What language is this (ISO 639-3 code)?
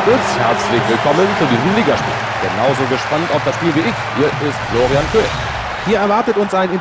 bar